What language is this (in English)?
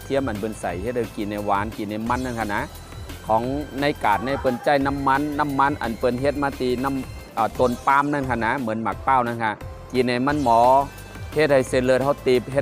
Shan